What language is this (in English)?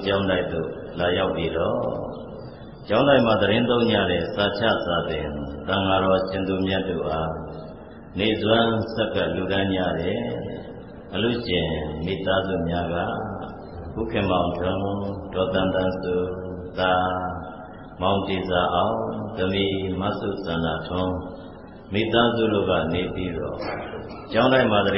Burmese